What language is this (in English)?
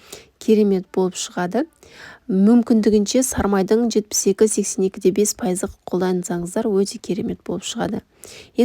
Kazakh